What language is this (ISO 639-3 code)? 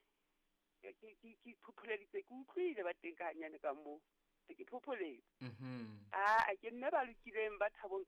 sot